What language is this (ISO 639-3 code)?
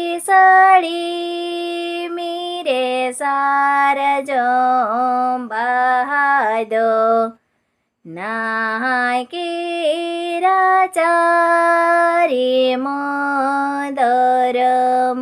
sat